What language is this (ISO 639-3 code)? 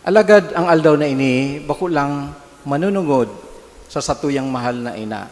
bik